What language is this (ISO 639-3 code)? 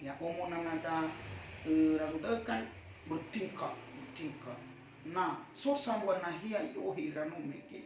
nia